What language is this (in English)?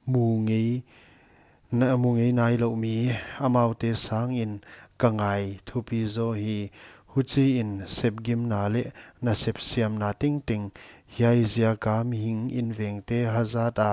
Paite Chin